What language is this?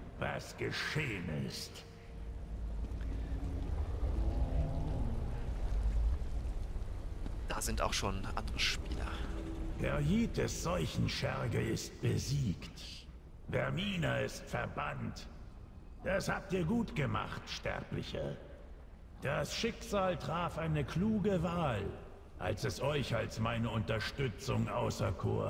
German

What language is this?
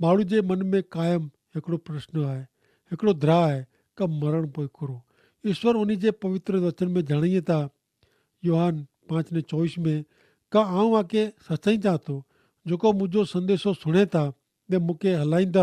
Kachhi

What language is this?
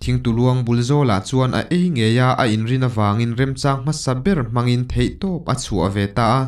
Mizo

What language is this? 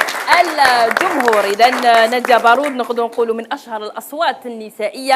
Algerian Arabic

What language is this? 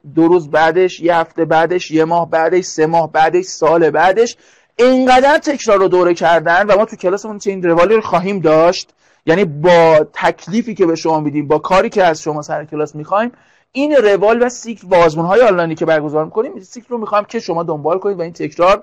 Persian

